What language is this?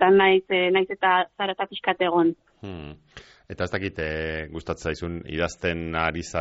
Basque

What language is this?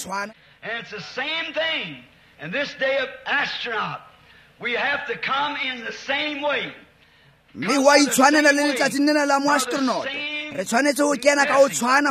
Tswana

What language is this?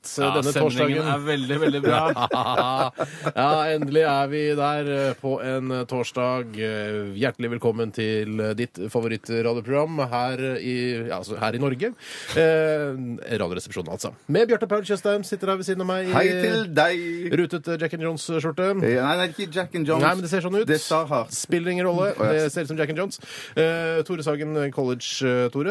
Norwegian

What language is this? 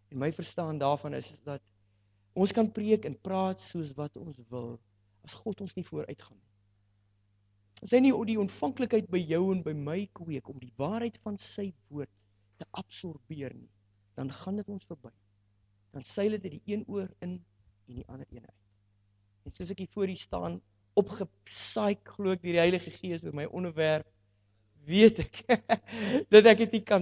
Afrikaans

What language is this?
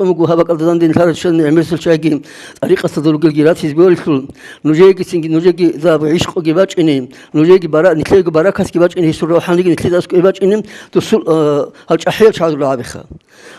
Avaric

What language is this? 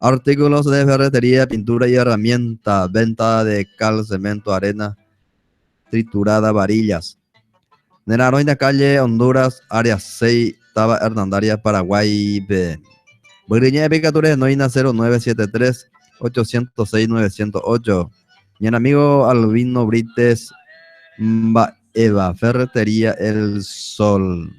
Guarani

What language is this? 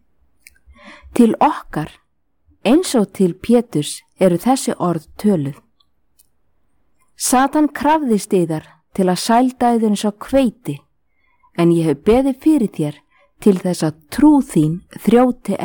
Icelandic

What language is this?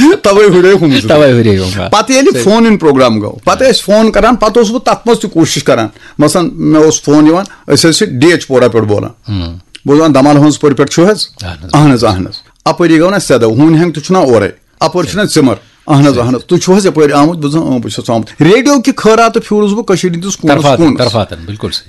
Kashmiri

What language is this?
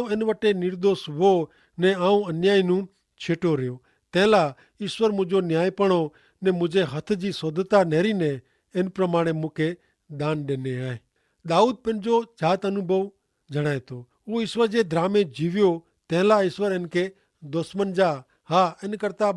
Kachhi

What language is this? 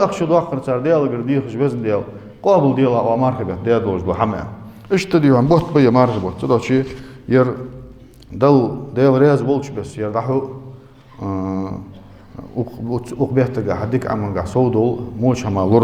Ingush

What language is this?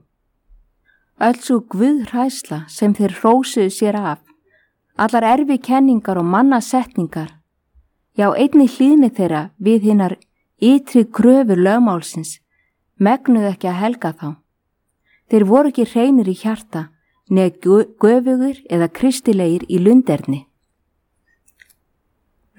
Icelandic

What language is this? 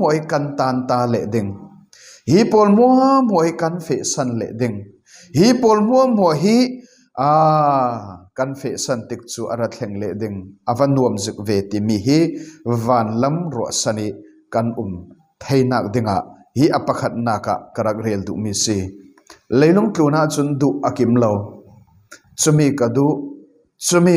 Falam Chin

